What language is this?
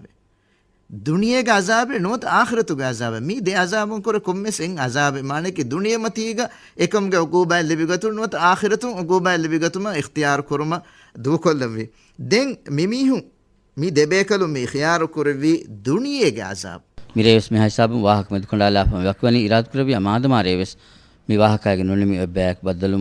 Divehi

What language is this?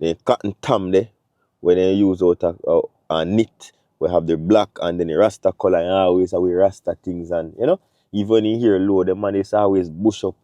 Jamaican Creole English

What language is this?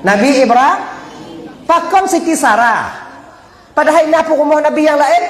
Achinese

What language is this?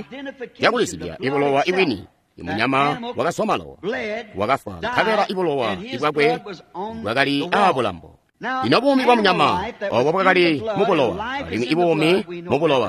Tonga (Zambia)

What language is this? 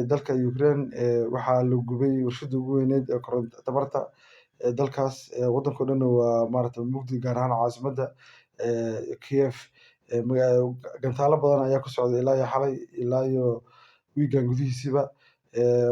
Somali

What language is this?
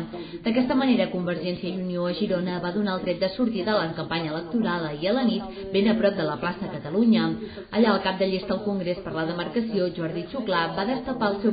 Catalan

